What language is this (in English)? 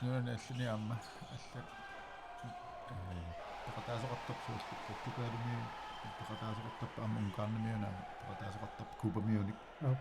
Kalaallisut